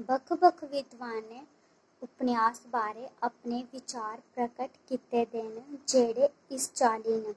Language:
Dogri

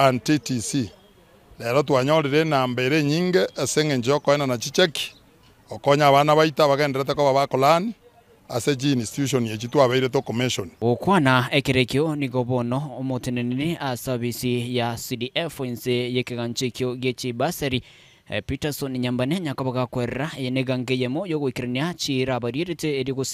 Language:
Gusii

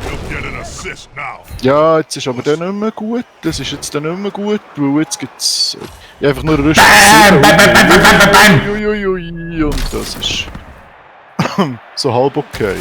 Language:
Swiss German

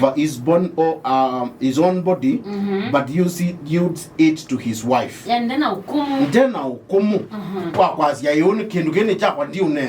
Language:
Kamba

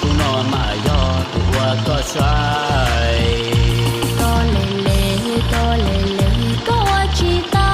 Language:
Hmong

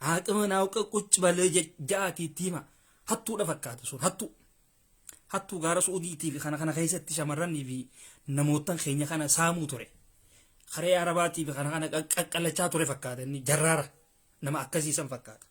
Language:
Oromo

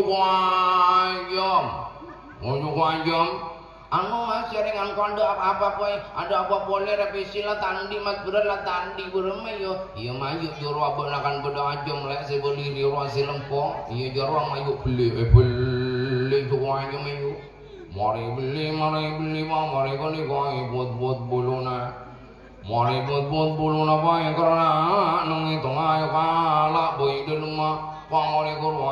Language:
Madurese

